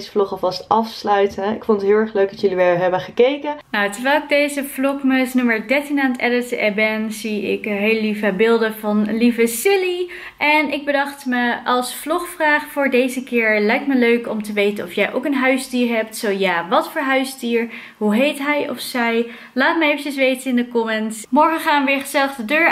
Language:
Dutch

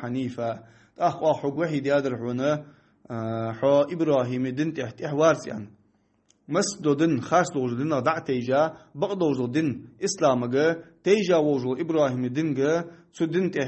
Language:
Ingush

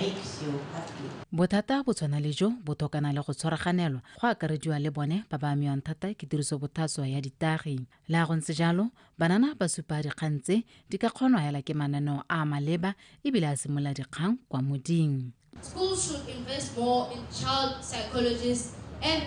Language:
Tswana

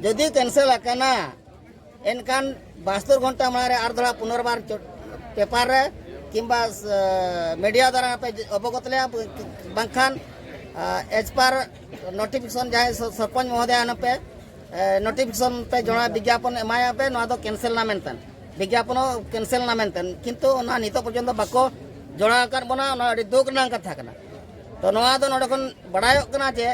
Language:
Santali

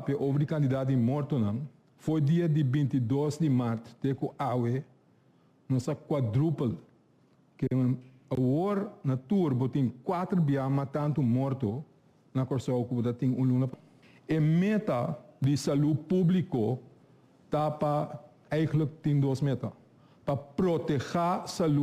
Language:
Papiamento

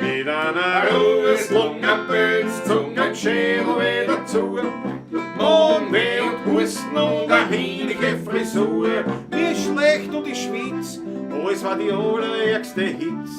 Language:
Bavarian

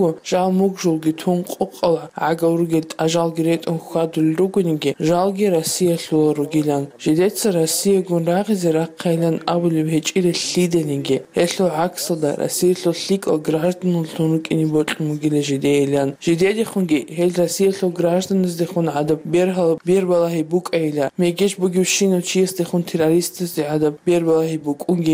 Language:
Avaric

